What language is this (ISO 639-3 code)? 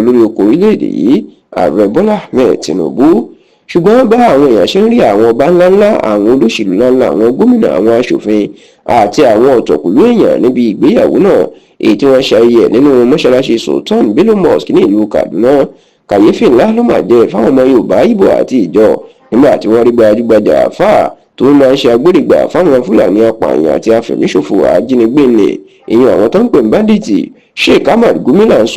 yor